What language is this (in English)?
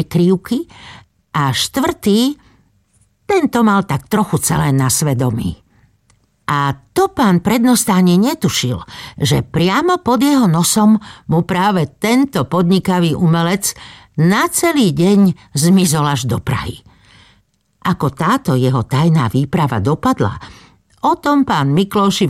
Slovak